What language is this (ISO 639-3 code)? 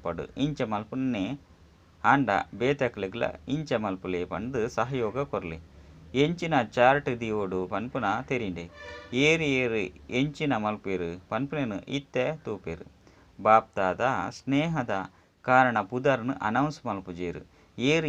tcy